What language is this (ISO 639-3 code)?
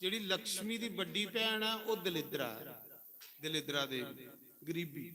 doi